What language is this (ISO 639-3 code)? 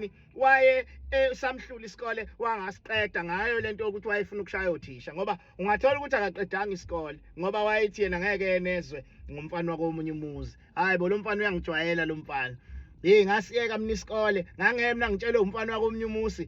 zul